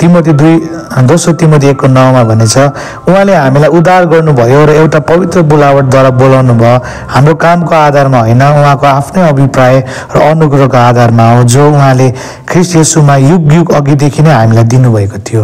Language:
Nepali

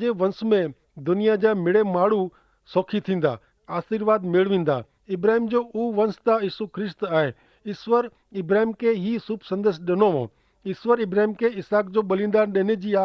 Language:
Kachhi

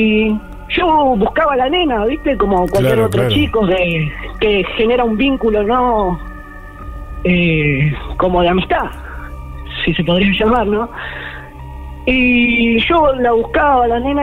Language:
Spanish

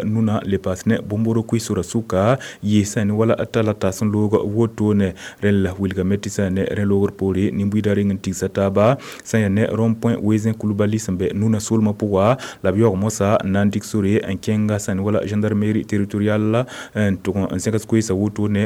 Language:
Mossi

